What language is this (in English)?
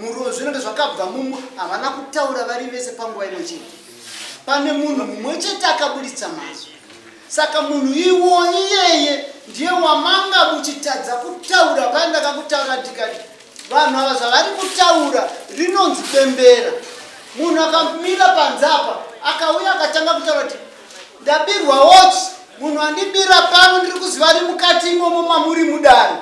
Shona